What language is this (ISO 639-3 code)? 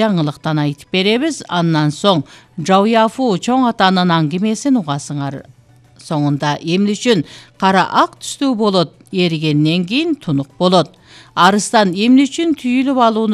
kir